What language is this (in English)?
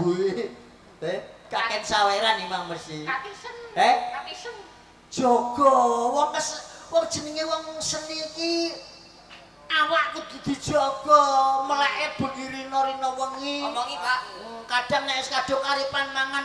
Javanese